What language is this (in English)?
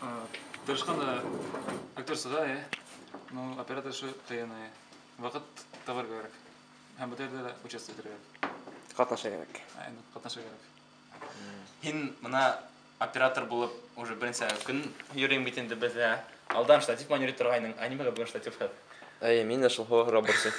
Bashkir